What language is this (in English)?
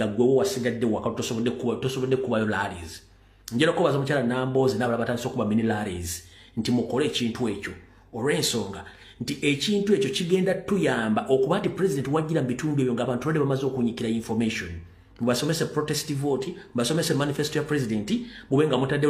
Ganda